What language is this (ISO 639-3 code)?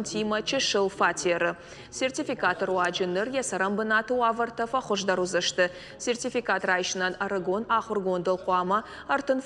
oss